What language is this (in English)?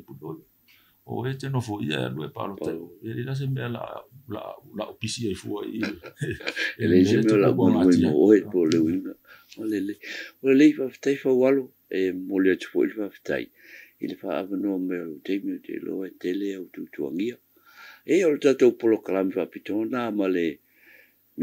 Samoan